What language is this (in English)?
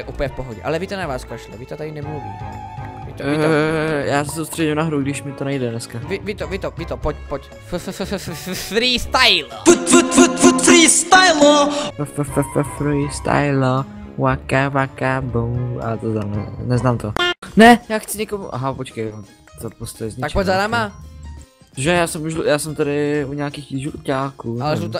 Czech